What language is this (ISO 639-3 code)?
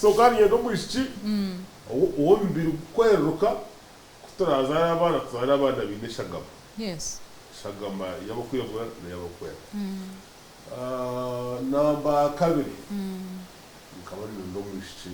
nyn